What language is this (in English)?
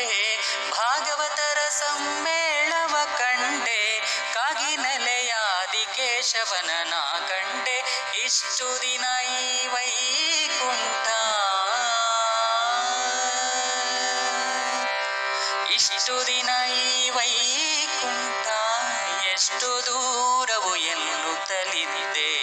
Kannada